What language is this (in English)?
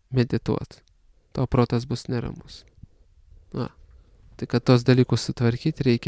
Lithuanian